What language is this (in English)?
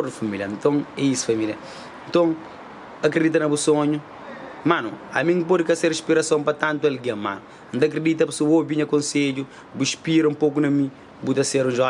Kabuverdianu